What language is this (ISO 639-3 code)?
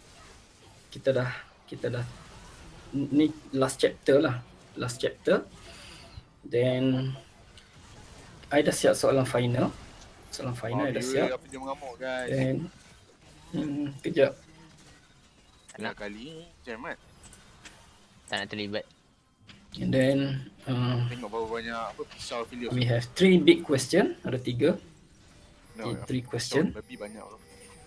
msa